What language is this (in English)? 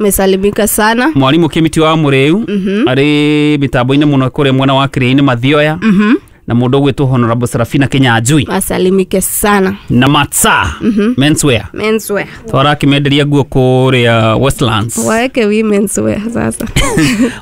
Kikuyu